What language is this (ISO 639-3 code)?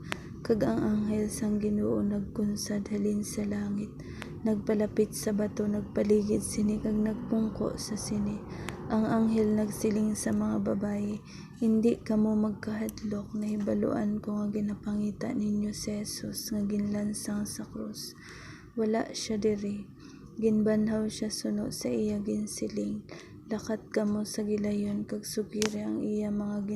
hil